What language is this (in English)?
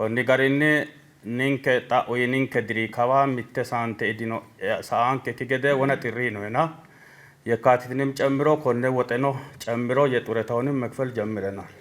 Sidamo